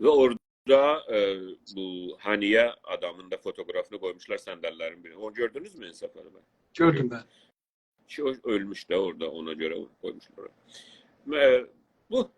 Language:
South Azerbaijani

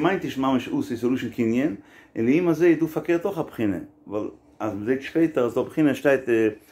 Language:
Yiddish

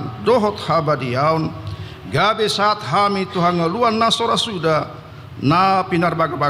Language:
Batak Toba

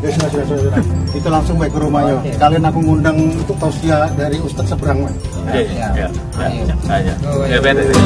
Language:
Musi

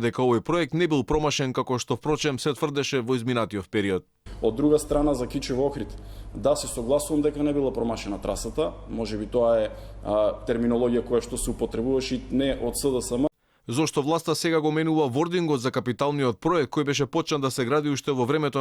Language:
Macedonian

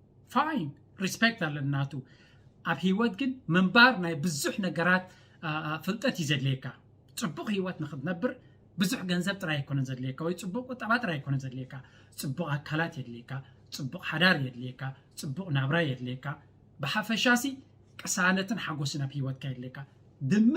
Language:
Tigrinya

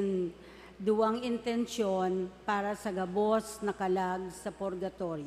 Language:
Bikol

